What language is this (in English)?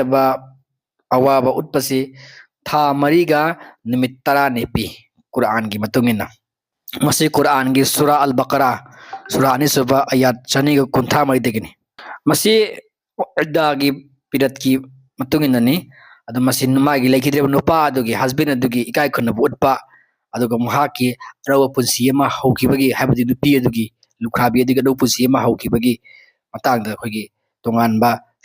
Manipuri